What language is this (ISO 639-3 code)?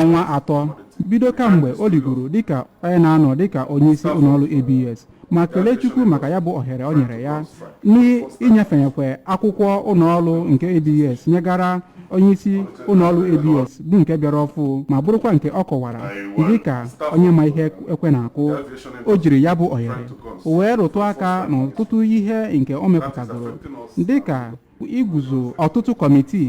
ibo